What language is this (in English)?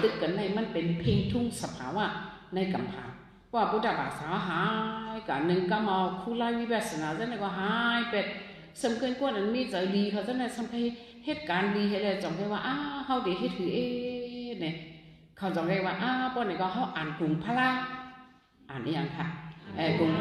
Shan